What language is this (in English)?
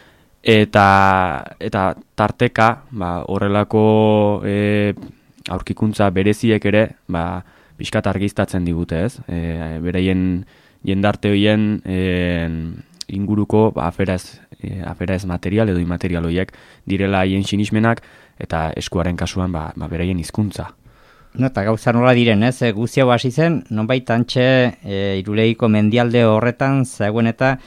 Basque